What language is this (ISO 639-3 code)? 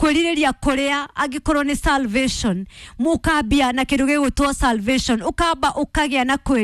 kik